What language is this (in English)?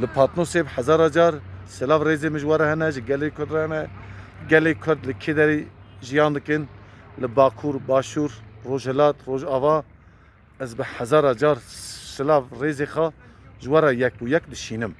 Kurdish